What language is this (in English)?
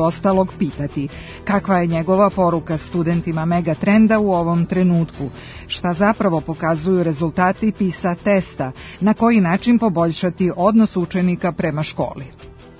Serbian